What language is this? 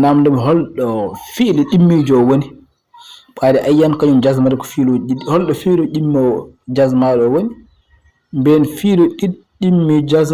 Fula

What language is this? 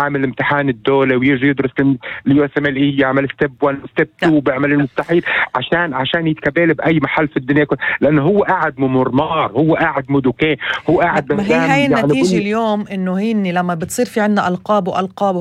North Levantine Arabic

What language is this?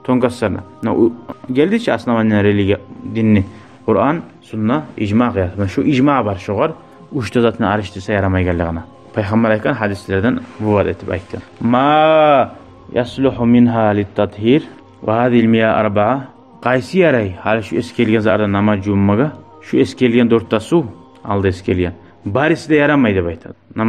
Kumyk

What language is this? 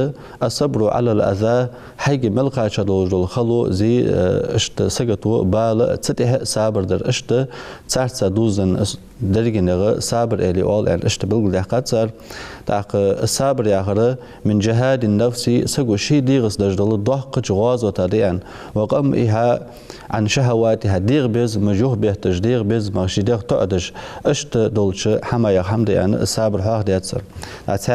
Ingush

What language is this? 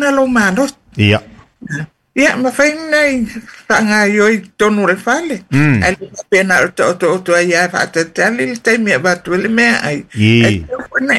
Samoan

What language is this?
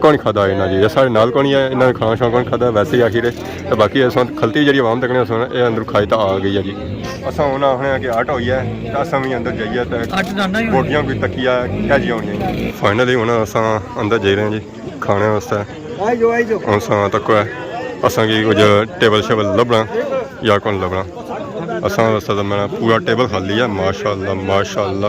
Pahari-Potwari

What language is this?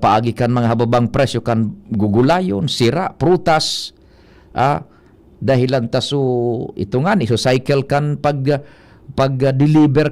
Bikol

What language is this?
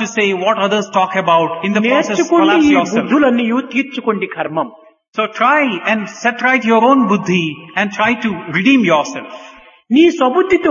Telugu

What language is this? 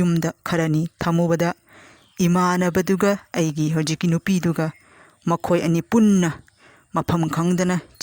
Manipuri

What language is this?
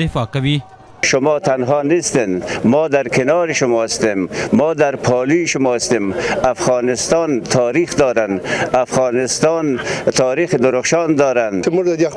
Pashto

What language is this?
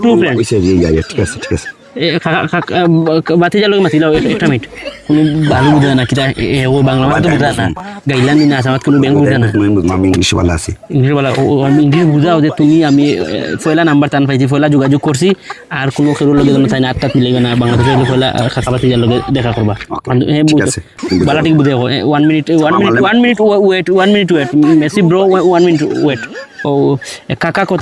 Sylheti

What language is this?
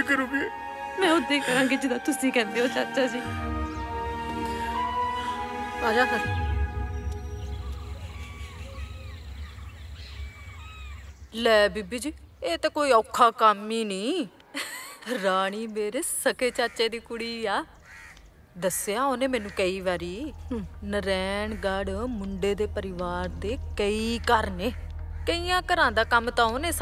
Punjabi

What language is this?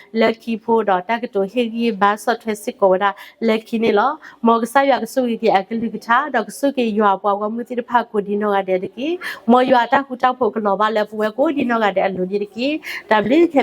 S'gaw Karen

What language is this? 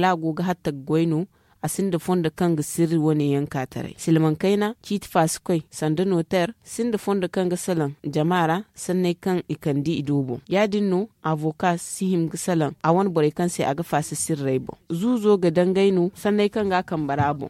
Zarma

